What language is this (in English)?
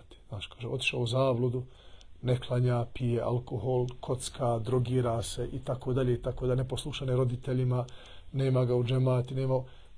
Bosnian